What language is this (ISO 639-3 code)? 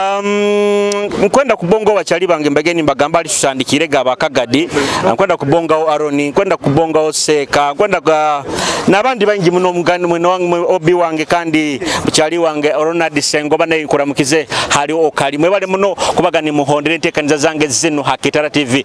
nyo